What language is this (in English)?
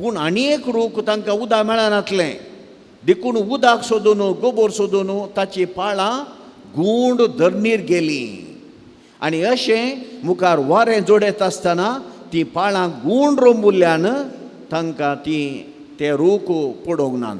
Konkani